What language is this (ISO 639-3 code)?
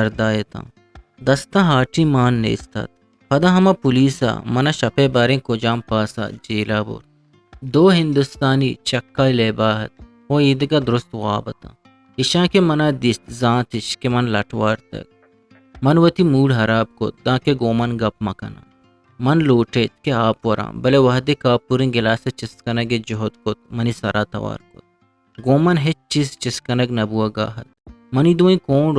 bgp